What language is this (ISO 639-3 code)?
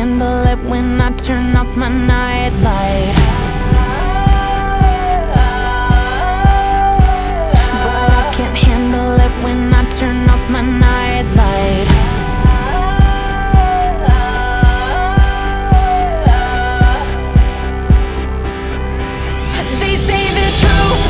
eng